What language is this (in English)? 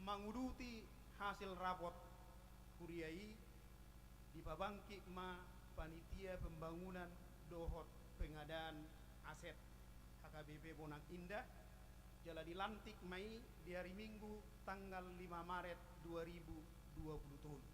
Batak Toba